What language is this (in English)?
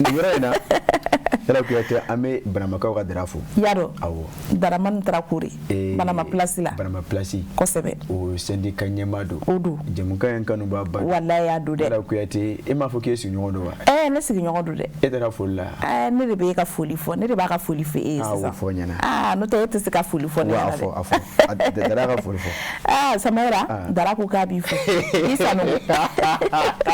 Bambara